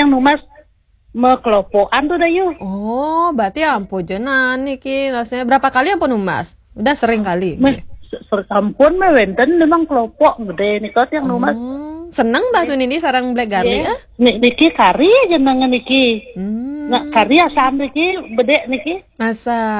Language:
Balinese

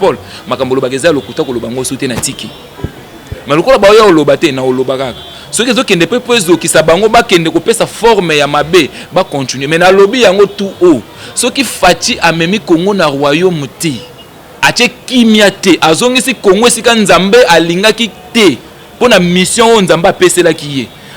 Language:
Lingala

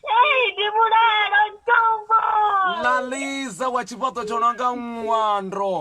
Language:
Venda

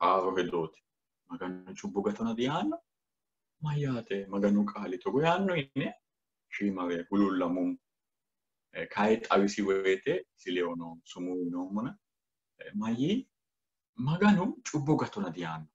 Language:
Sidamo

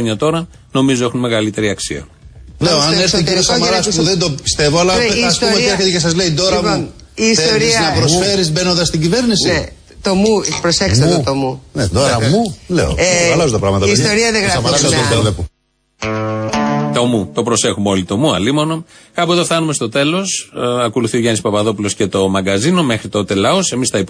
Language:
Greek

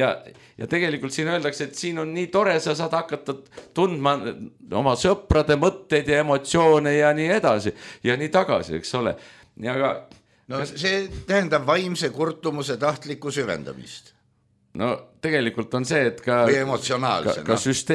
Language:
Estonian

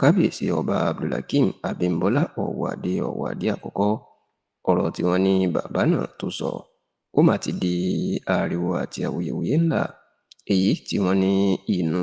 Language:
Yoruba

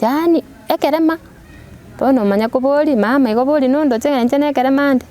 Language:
Gusii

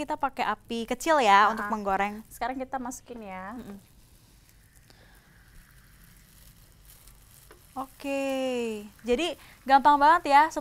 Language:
Indonesian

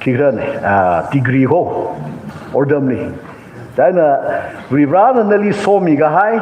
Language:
Tangkhul Naga (India)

